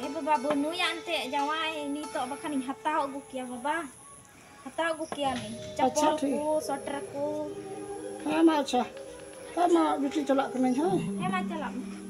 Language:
Santali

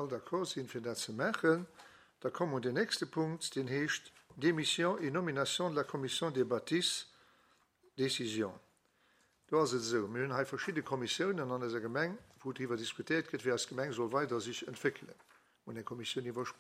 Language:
Luxembourgish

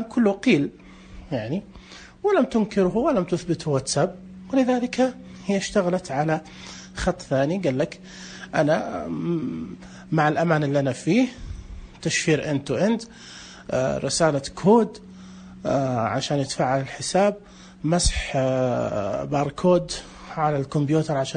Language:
Najdi Arabic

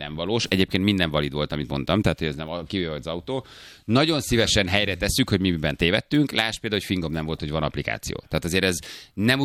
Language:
Hungarian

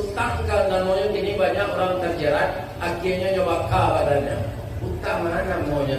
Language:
Minangkabau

